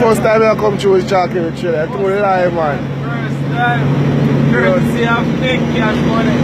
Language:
Jamaican Creole English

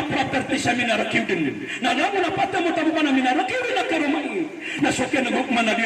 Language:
Maranao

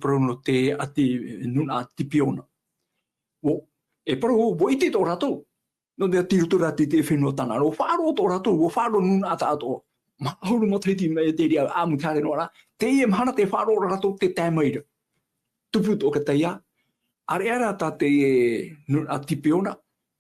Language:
Tahitian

